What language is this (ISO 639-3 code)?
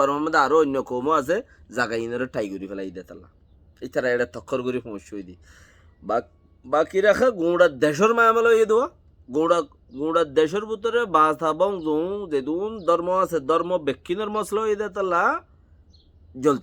rhg